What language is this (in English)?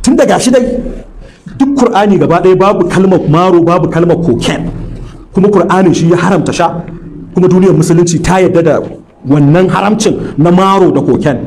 Hausa